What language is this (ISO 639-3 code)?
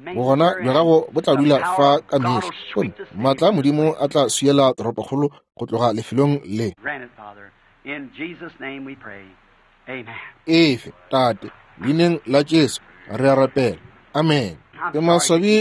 nso